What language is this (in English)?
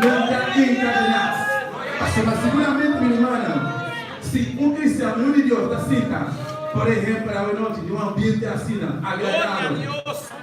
Papiamento